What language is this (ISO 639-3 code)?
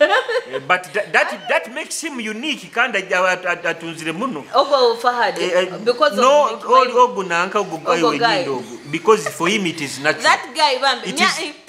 nyo